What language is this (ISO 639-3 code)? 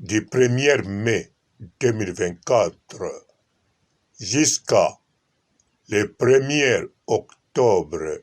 lin